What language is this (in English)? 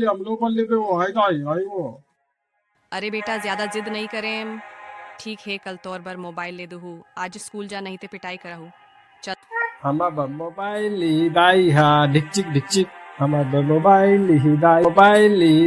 Chhattisgarhi